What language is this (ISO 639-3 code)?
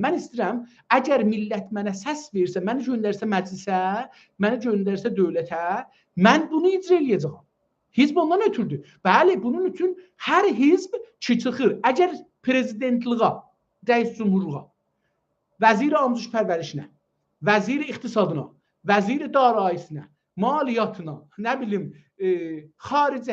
azb